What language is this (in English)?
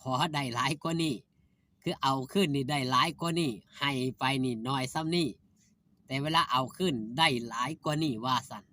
Northeastern Thai